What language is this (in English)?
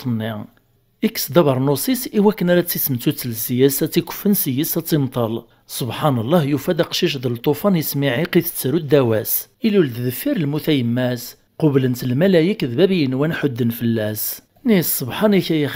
Kabyle